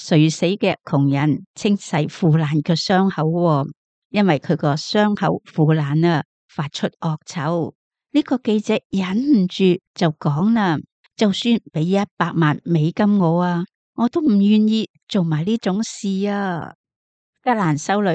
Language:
Cantonese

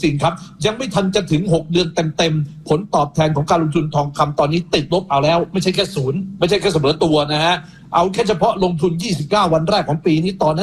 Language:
Thai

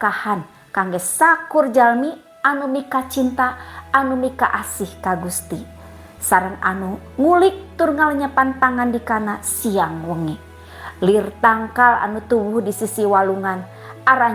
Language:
Sundanese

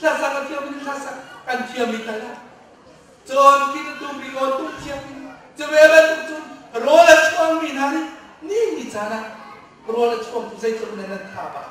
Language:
Hakha Chin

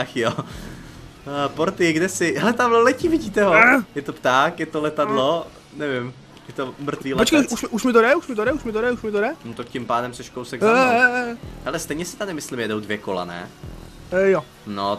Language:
Czech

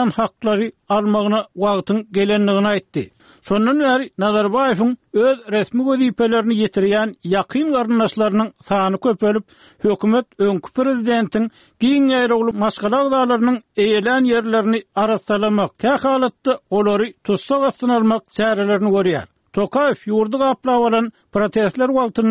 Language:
Turkmen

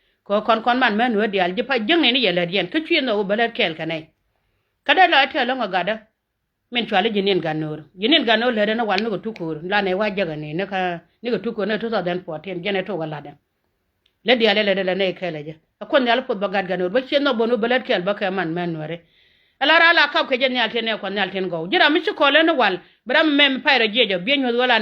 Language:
Nuer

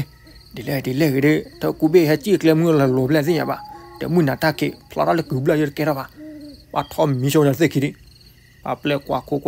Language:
S'gaw Karen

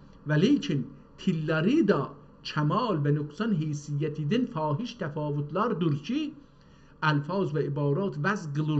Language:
South Azerbaijani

